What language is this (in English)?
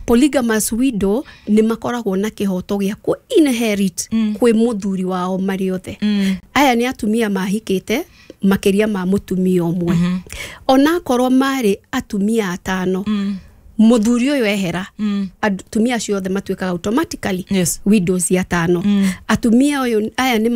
Kikuyu